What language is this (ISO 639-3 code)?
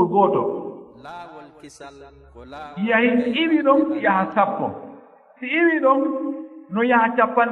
ful